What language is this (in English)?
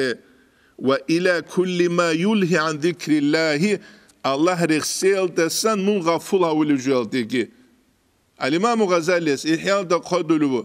Avaric